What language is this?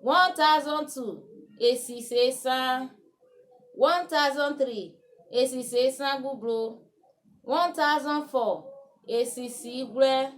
Urhobo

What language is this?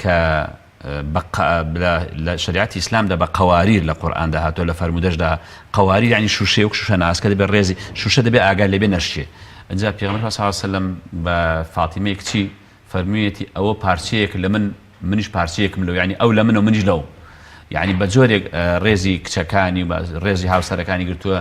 Central Kurdish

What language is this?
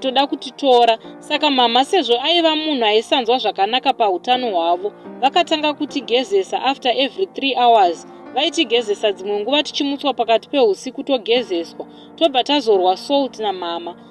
Shona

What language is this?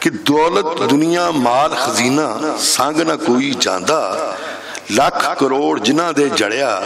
Western Panjabi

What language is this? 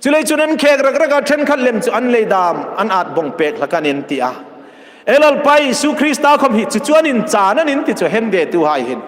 Hmar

